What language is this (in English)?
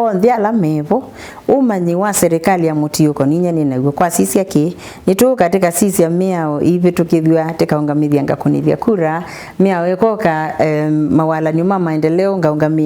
Kamba